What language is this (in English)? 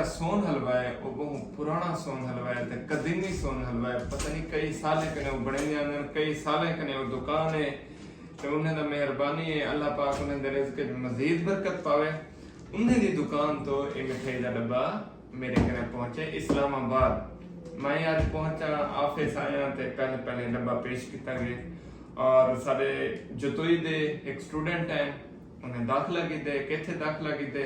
Saraiki